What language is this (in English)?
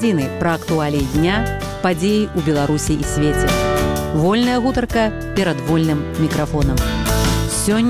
Belarusian